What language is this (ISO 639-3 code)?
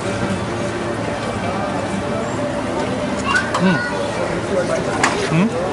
ces